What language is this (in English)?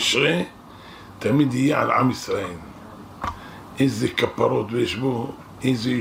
Hebrew